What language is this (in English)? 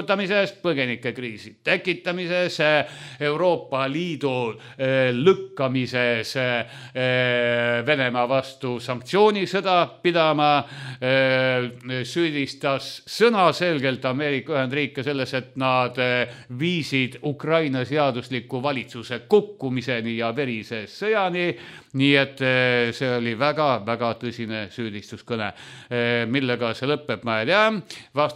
Estonian